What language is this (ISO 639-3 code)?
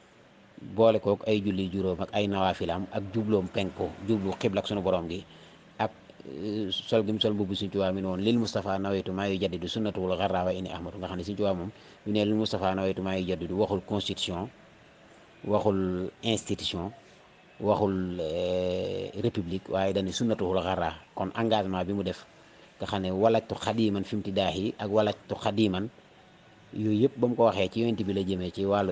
wol